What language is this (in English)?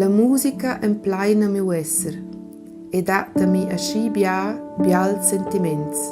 Romansh